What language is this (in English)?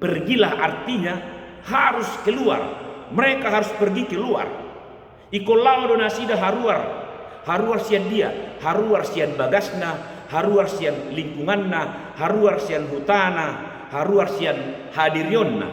Batak Toba